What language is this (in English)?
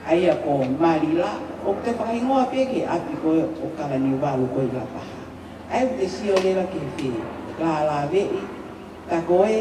Tongan